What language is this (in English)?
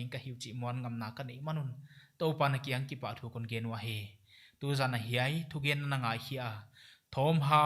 Paite Chin